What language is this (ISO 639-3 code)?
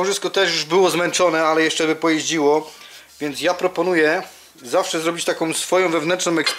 pol